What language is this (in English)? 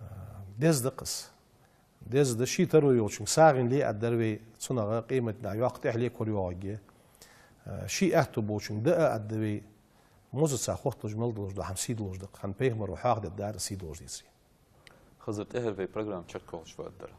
Ingush